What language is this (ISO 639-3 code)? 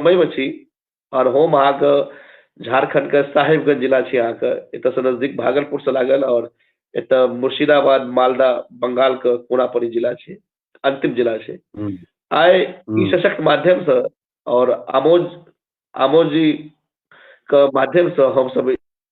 mai